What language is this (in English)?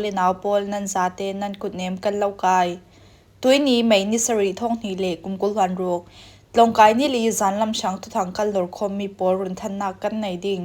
Falam Chin